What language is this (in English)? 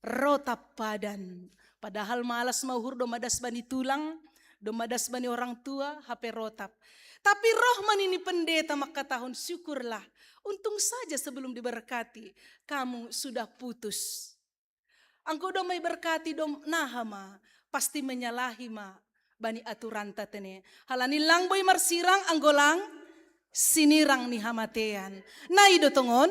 Batak Simalungun